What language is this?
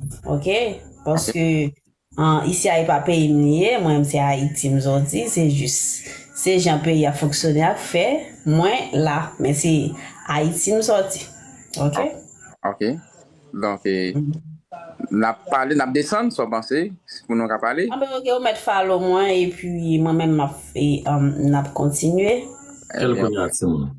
Haitian Creole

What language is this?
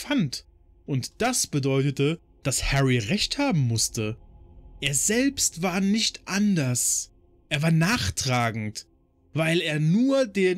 German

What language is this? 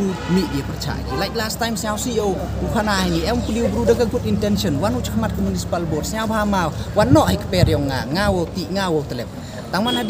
Pnar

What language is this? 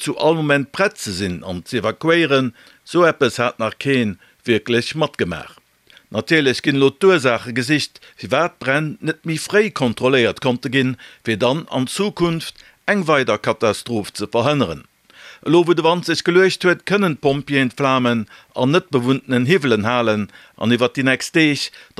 Luxembourgish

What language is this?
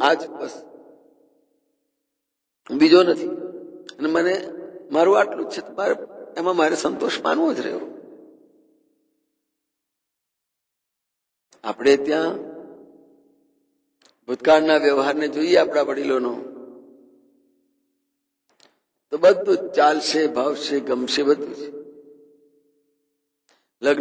Gujarati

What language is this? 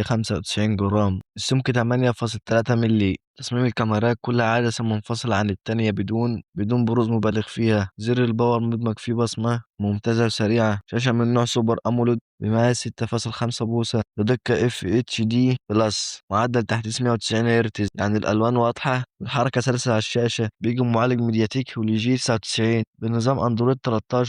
Egyptian Arabic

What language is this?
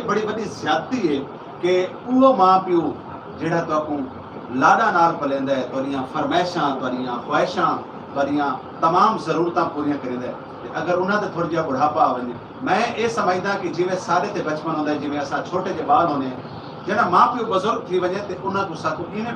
Saraiki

